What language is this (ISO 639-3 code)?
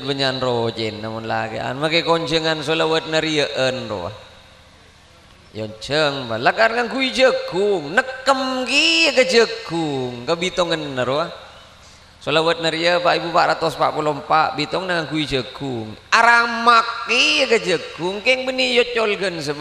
mad